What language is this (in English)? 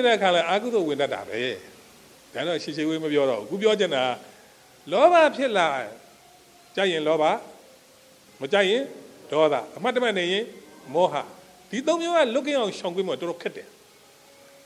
Burmese